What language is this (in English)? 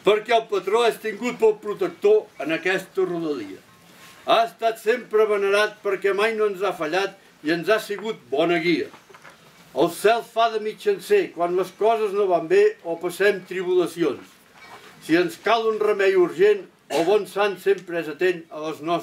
Catalan